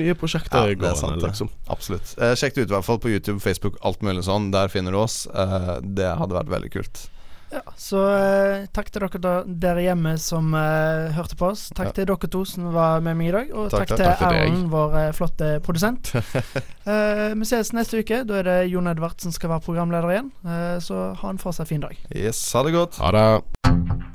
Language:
Norwegian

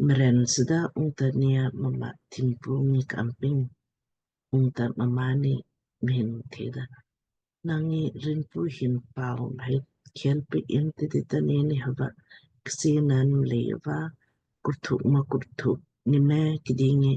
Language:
Lamkang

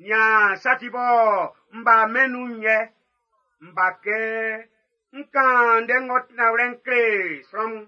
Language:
Baoulé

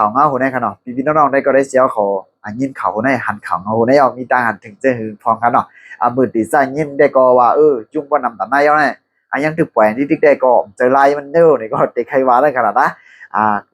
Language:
Shan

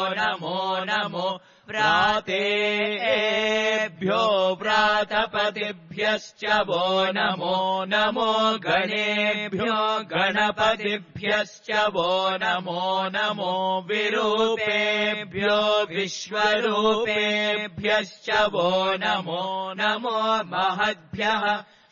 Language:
Sanskrit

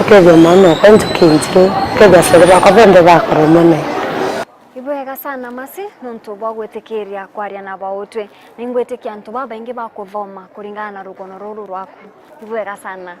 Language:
Meru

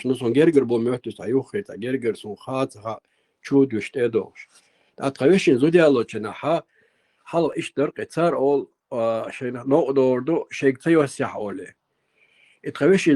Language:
Chechen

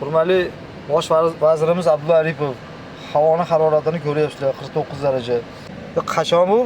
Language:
Uzbek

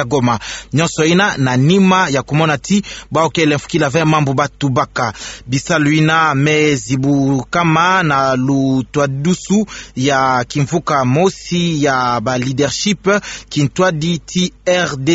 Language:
Kituba (Democratic Republic of Congo)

